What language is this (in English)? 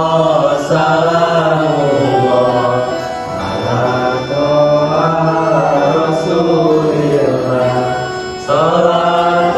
Sundanese